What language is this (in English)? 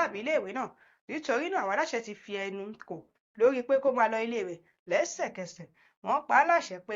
Yoruba